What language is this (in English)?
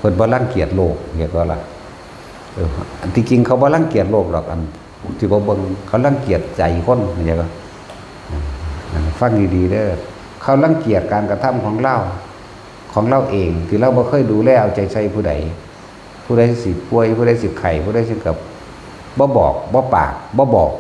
Northeastern Thai